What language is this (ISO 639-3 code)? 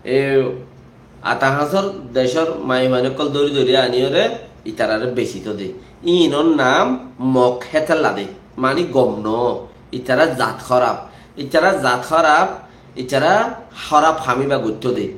rhg